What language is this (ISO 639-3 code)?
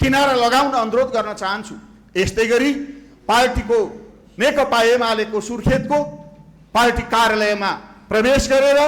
nep